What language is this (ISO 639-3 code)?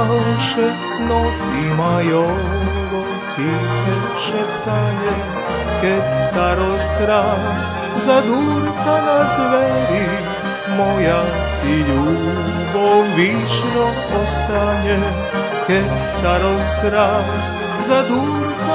rue